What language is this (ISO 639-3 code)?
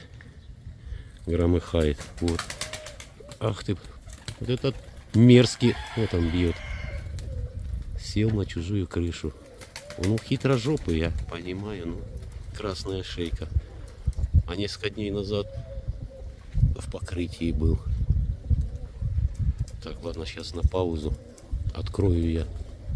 rus